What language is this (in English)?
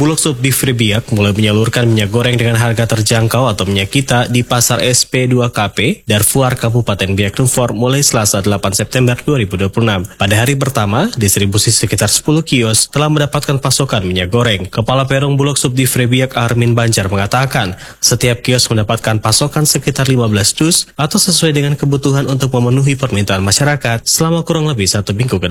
Indonesian